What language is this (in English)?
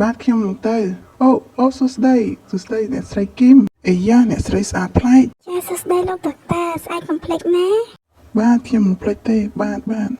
Khmer